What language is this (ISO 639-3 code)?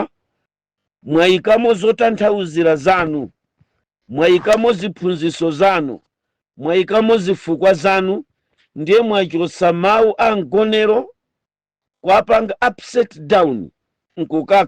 nya